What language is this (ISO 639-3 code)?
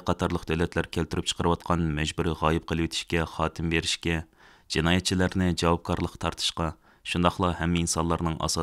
uig